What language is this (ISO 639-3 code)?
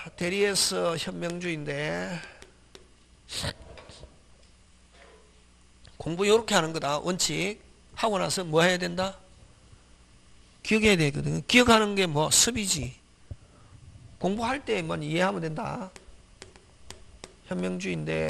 kor